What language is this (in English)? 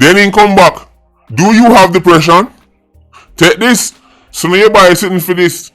Jamaican Creole English